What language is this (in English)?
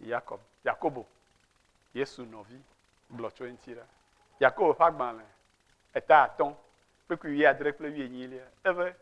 Ewe